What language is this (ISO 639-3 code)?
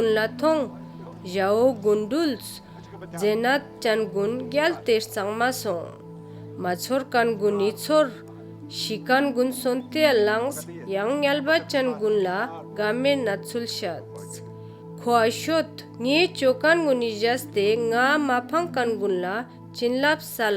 lbj